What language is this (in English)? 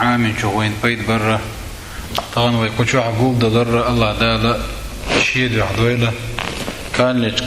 Chechen